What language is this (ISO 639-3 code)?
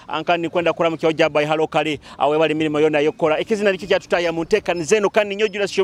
nyo